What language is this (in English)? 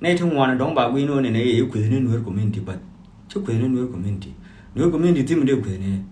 Nuer